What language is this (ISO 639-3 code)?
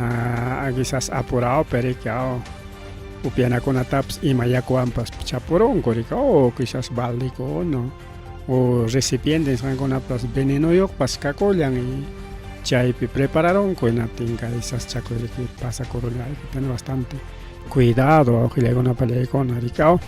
quy